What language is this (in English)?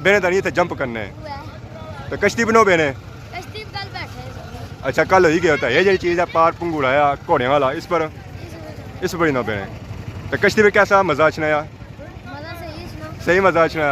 Pahari-Potwari